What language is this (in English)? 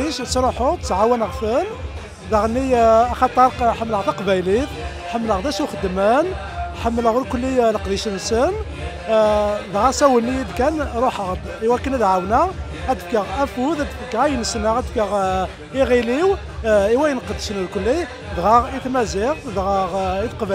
Kabyle